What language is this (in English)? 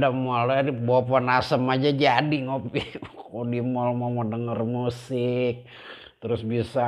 Betawi